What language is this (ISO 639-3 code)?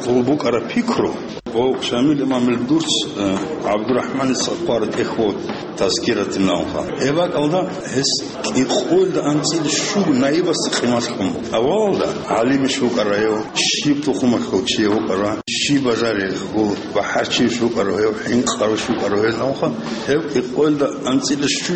ava